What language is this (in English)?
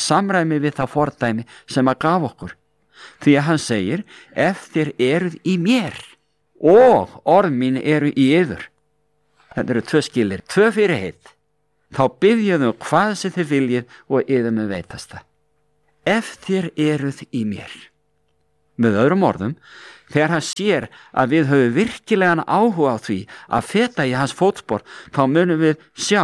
Icelandic